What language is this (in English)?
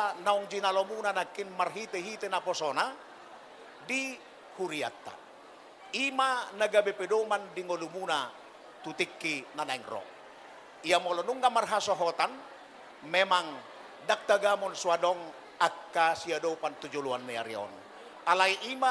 Batak Toba